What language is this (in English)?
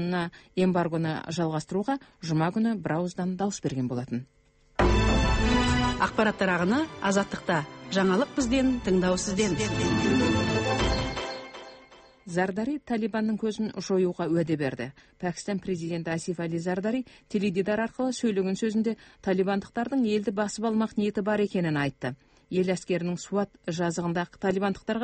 Kazakh